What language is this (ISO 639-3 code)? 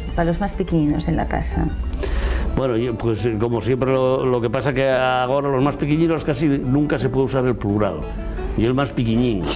ast